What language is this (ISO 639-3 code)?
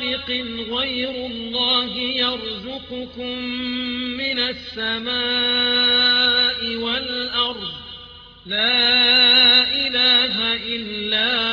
ara